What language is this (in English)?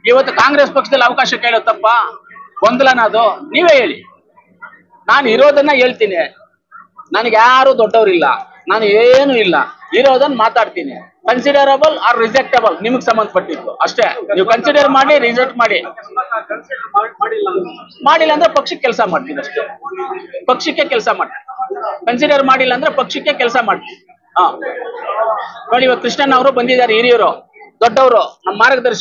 Kannada